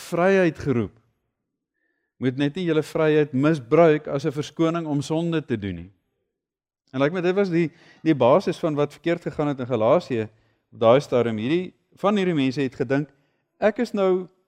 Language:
Afrikaans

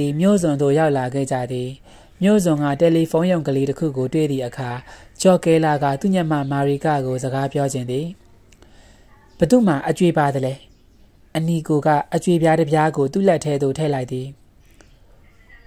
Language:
Burmese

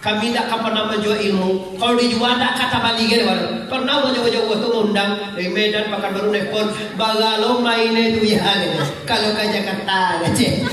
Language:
Minangkabau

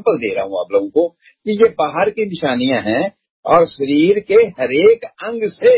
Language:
Urdu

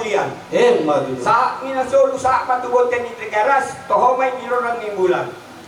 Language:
Batak Toba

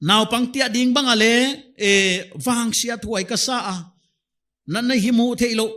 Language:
Paite Chin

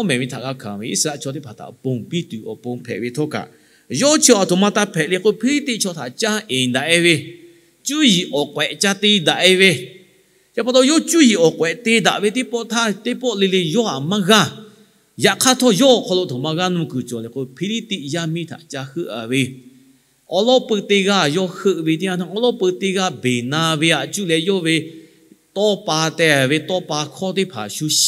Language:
Lahu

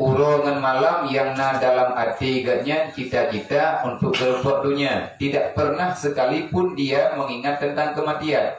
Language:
Achinese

